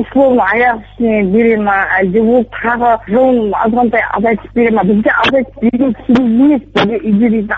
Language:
Kazakh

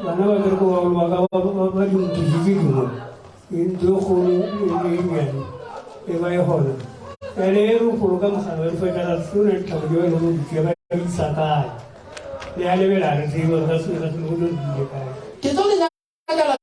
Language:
Northern Sotho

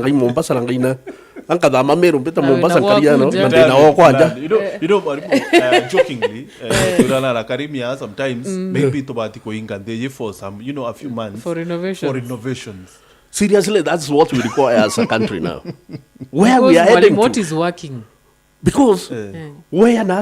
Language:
Meru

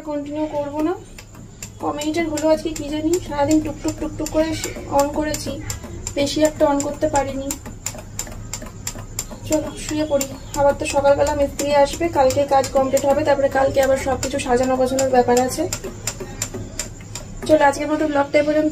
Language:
Bangla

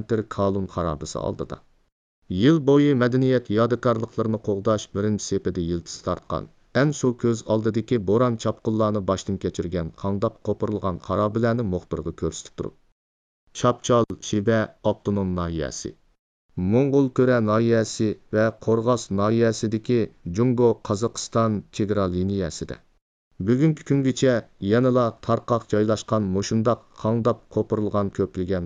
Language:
Uyghur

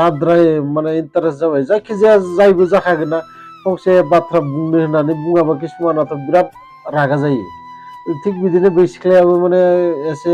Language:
Bodo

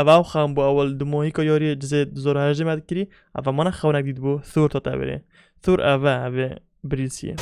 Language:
Kurdish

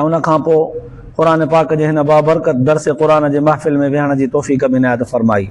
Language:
Sindhi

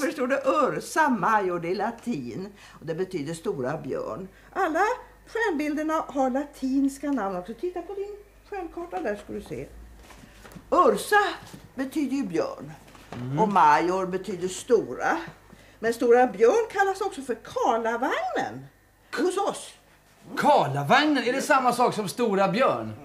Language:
Swedish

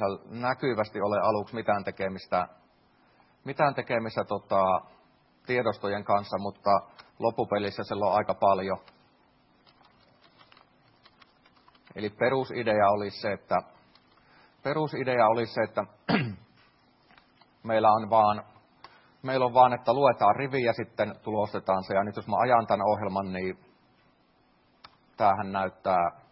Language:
Finnish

